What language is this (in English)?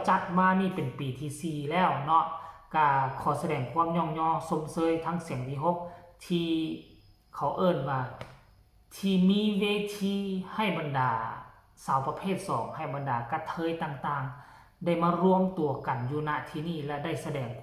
Lao